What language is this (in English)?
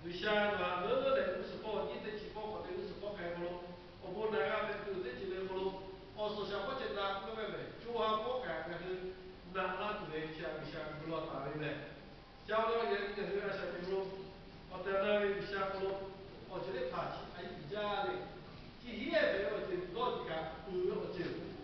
Lahu